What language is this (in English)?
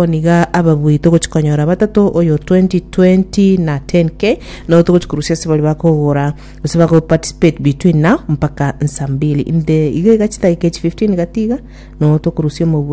Gusii